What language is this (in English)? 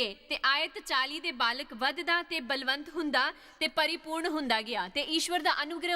Dogri